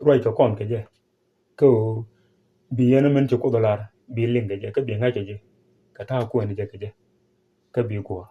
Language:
Nuer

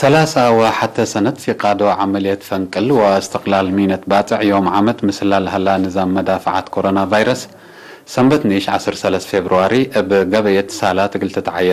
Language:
Tigre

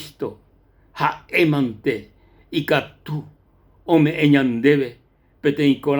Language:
Guarani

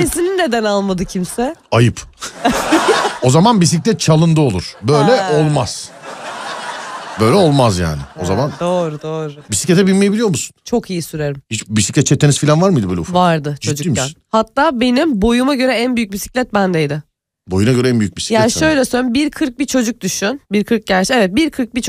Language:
Turkish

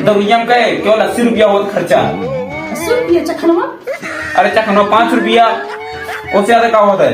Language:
Awadhi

